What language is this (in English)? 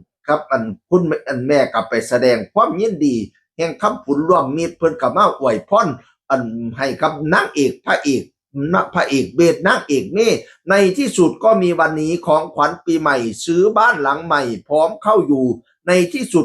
Northeastern Thai